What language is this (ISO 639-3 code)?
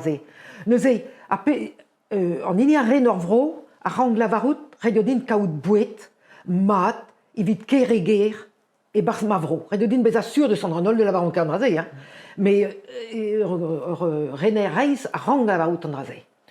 bre